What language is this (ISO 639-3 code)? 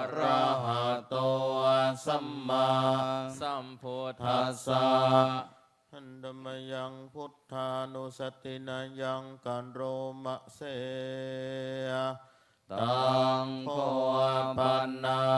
pli